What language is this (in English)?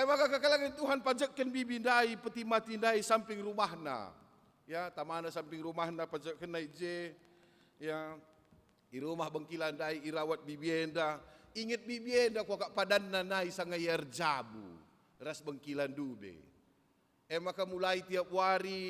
Batak Karo